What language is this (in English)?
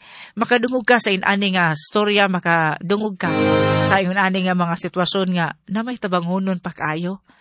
Cebuano